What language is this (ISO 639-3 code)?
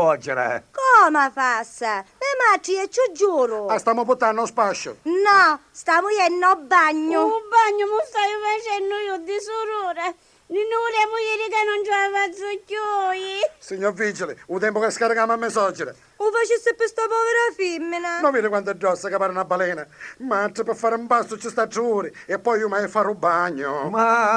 scn